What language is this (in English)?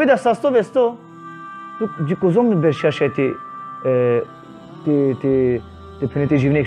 Balkan Romani